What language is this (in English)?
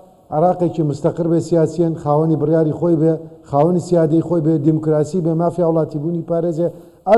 Central Kurdish